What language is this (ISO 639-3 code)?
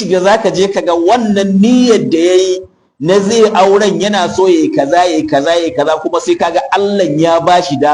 hau